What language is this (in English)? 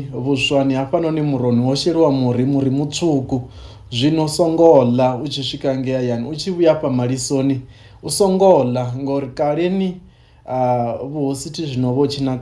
Venda